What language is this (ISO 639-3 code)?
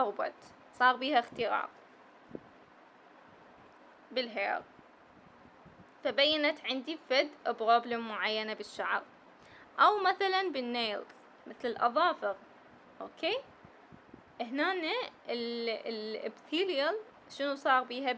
acm